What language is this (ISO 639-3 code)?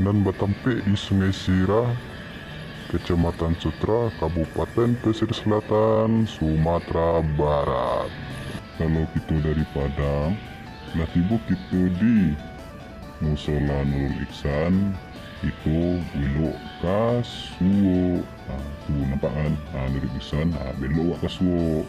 min